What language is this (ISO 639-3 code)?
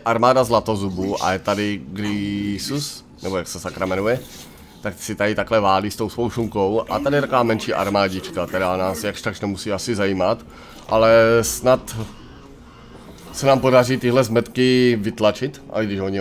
ces